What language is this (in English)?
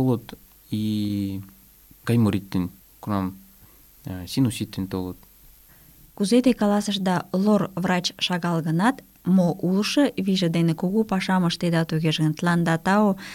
Mari